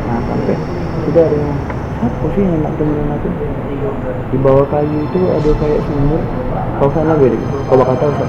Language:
Musi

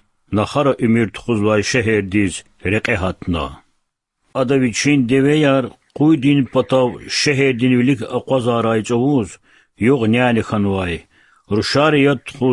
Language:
Lezghian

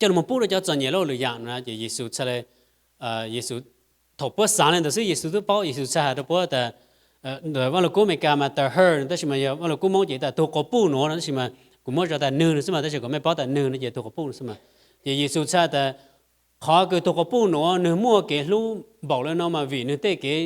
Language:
Hmong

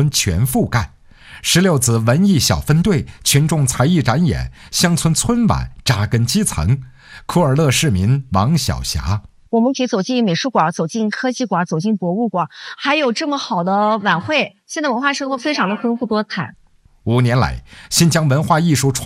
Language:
Chinese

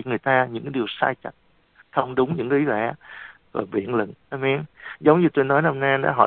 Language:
Vietnamese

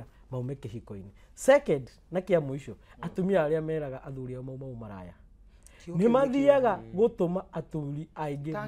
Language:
Kikuyu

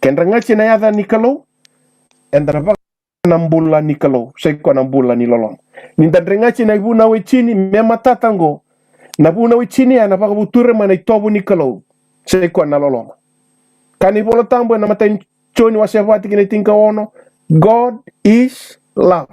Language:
Fijian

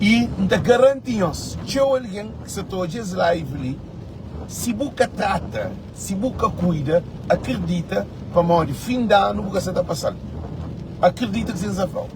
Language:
Kabuverdianu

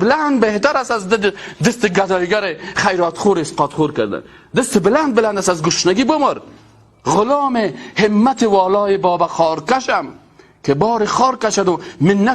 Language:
Persian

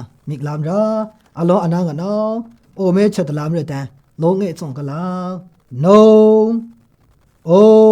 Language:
Maru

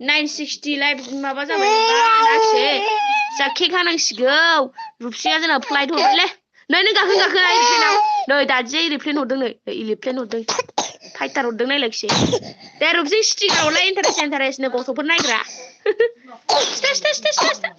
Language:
Bodo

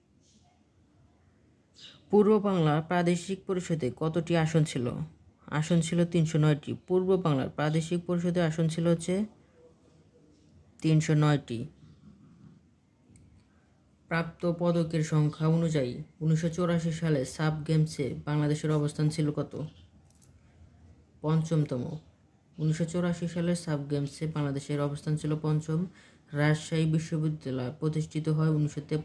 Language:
Bangla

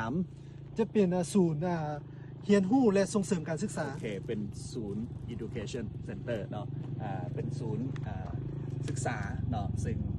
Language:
Lao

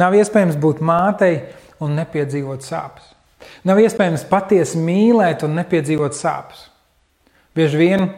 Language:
Latvian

